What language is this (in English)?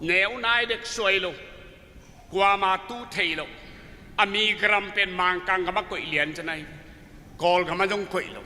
Tedim Chin